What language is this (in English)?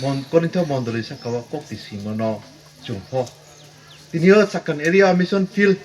Riang (India)